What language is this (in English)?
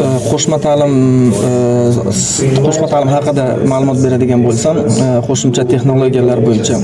Uzbek